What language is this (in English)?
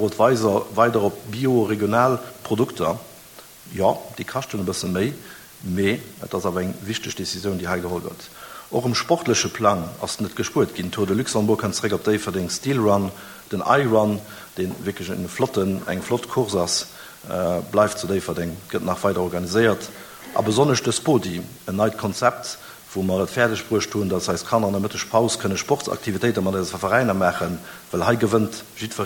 Luxembourgish